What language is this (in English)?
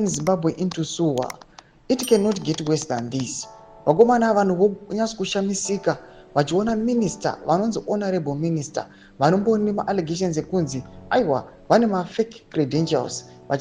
Shona